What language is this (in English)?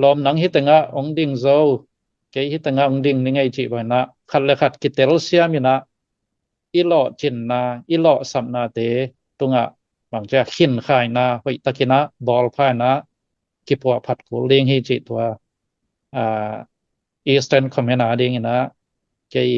Tedim Chin